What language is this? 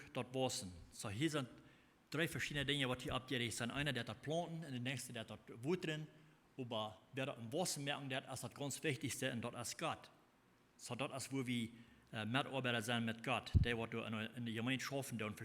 Plautdietsch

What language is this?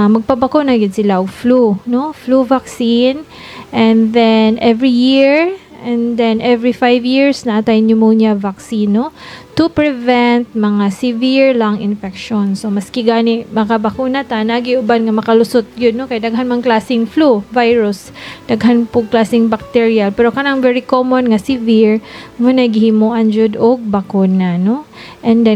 Cebuano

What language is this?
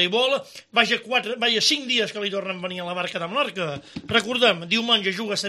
Catalan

